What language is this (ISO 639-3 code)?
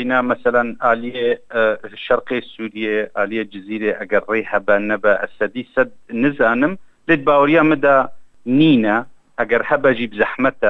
kur